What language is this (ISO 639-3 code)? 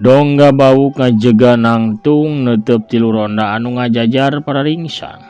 sun